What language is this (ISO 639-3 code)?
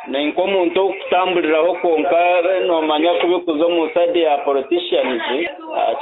nyn